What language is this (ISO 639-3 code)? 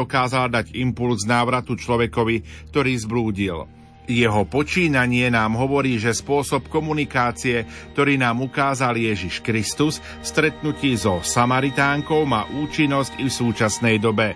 slk